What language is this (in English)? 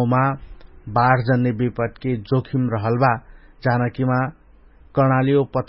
Dangaura Tharu